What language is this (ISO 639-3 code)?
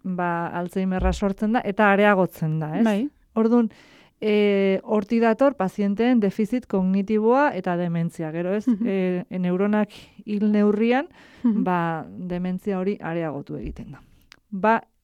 eus